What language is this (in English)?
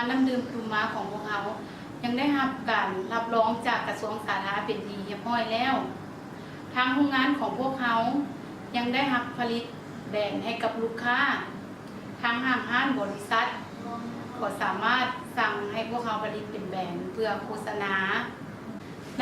Lao